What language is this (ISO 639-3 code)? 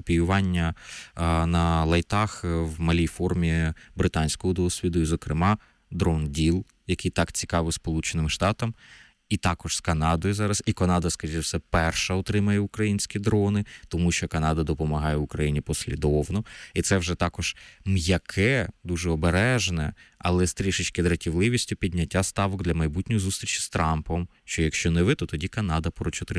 ukr